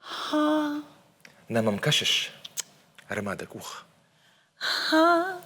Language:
Ossetic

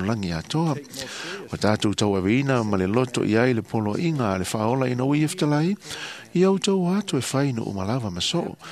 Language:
Samoan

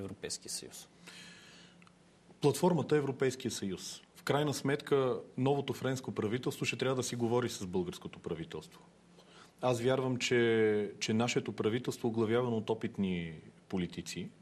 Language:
Bulgarian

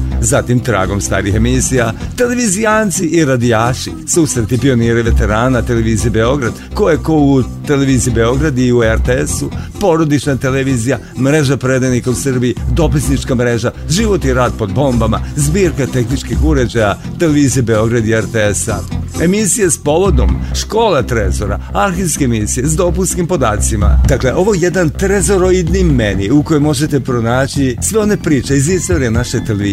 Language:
Serbian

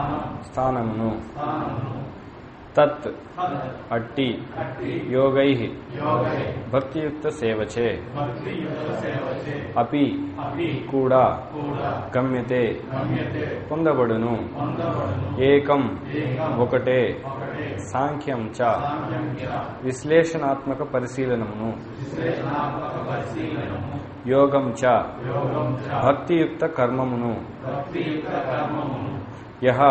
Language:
Telugu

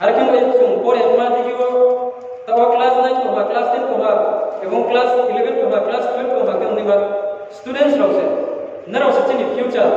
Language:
Riang (India)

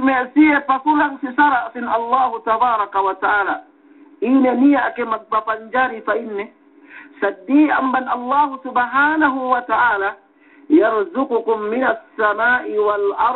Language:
Yakan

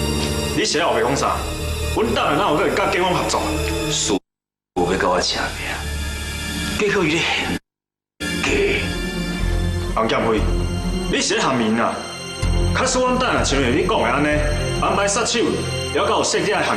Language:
Min Nan Chinese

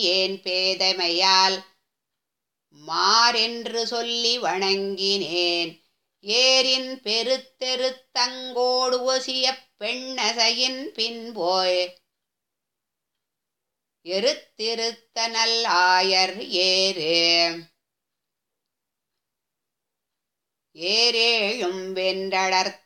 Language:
Tamil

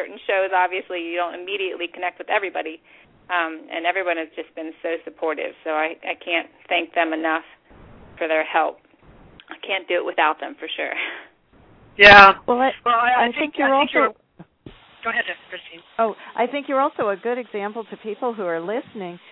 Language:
English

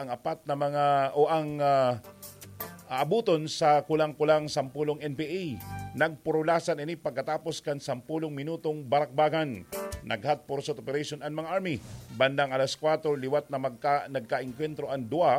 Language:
Bikol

